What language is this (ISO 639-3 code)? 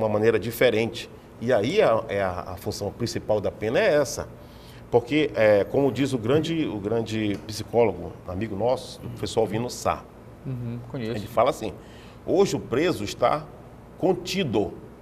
por